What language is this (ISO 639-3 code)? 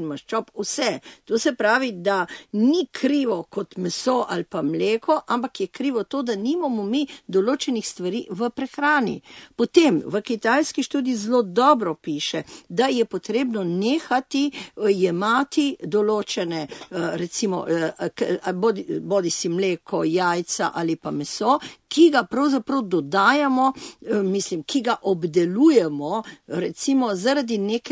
slv